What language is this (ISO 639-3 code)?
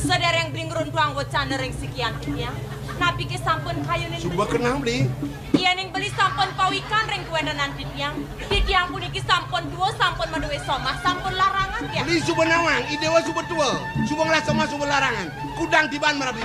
ban